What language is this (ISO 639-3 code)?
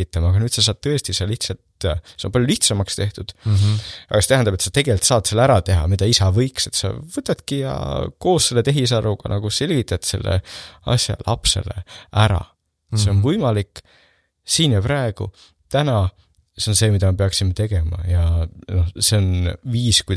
est